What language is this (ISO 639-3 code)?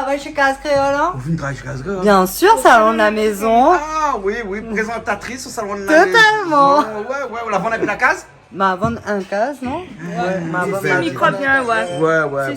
rcf